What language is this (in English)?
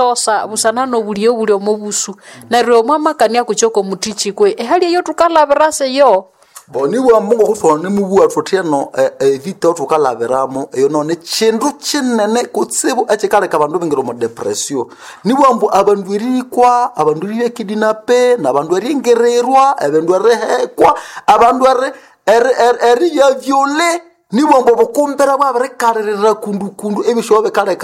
Nande